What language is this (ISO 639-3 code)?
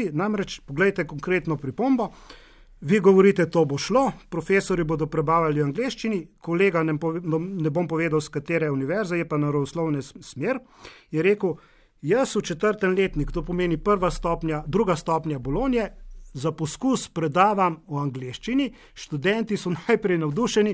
slv